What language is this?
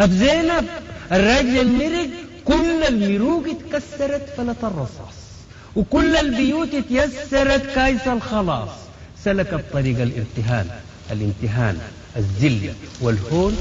Sudanese Arabic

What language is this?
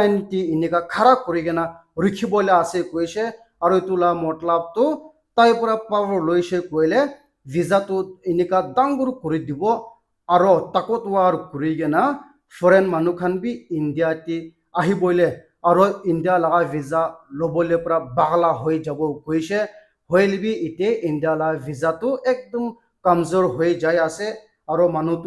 Naga Pidgin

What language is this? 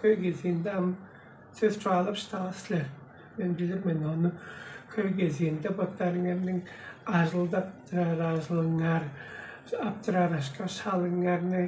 Tuvinian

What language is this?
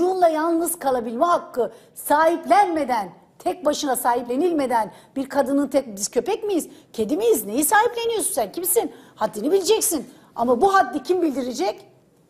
Turkish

